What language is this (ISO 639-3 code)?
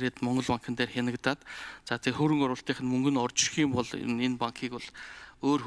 mon